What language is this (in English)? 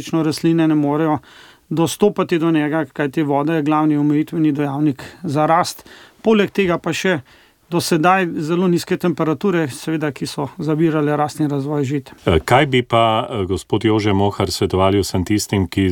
Slovenian